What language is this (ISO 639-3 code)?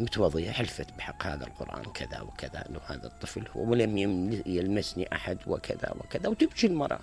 acm